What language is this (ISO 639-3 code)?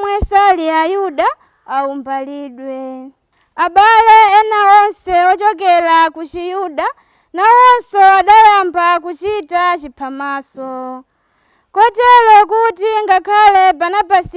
nya